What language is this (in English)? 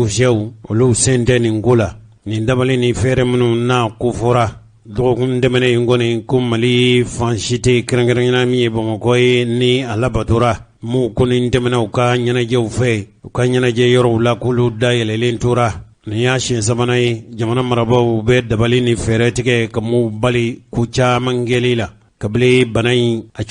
Bambara